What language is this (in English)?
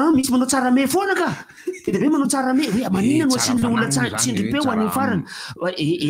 Malagasy